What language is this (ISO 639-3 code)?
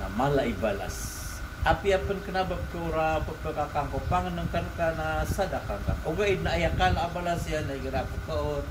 mrw